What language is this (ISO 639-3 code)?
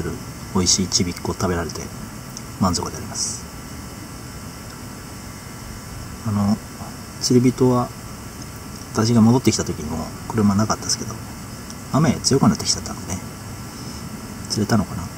jpn